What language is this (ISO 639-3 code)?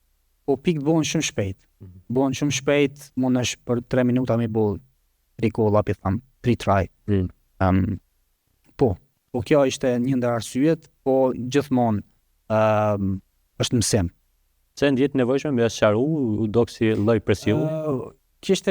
sqi